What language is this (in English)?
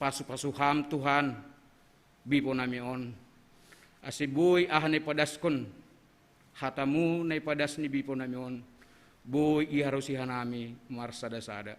Batak Simalungun